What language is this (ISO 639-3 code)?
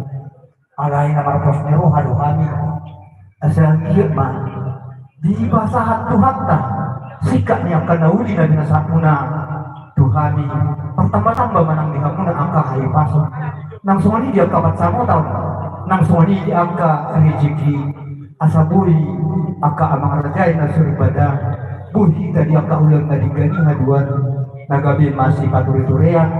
bbc